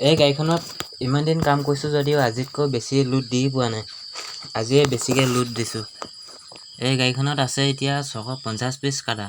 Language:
Assamese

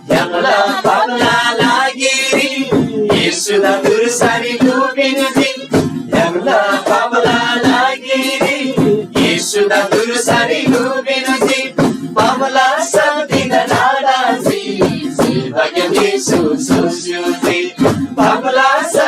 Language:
Eastern Tamang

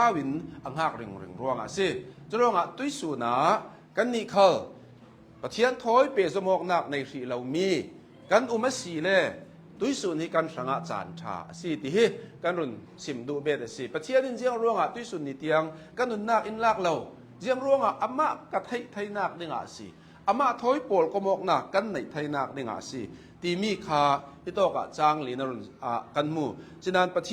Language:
Hakha Chin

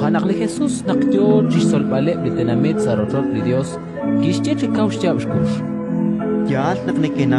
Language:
Kekchí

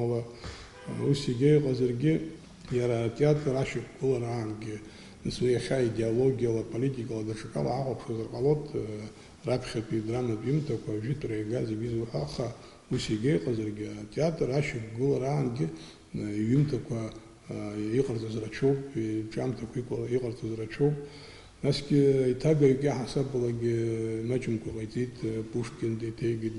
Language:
Abkhazian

